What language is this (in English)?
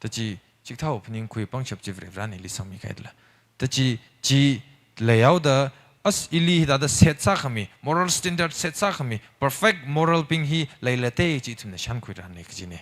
Tangkhul Naga (India)